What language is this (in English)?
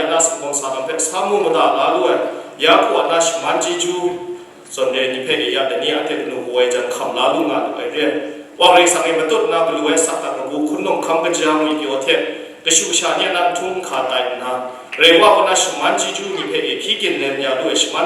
Kachin